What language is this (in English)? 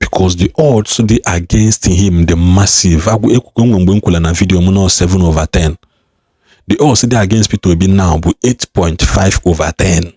Igbo